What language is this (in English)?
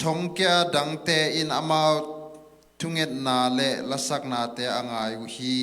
Tedim Chin